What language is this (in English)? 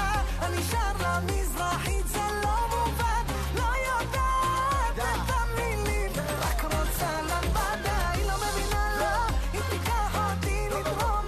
Hebrew